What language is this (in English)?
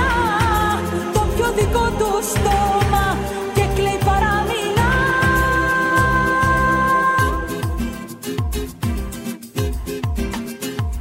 Greek